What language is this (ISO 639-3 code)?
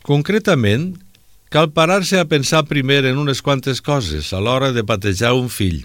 cat